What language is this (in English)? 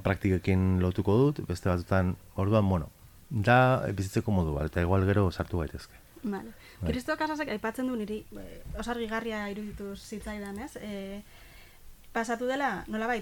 Basque